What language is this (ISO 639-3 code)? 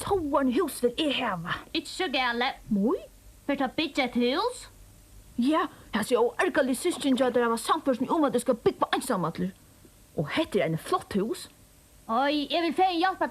fao